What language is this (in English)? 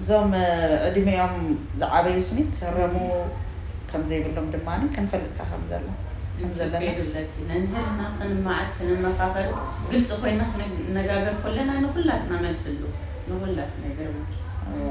Tigrinya